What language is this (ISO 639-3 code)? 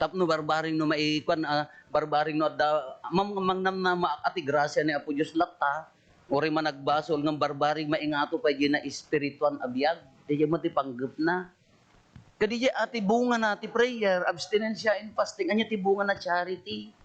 ilo